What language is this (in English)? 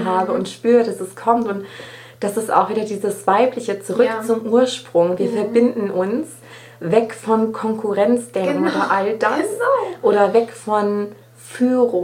German